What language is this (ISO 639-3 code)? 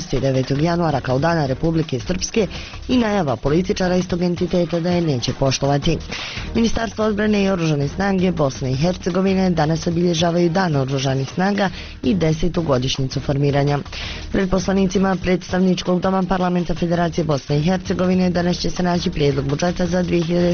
bos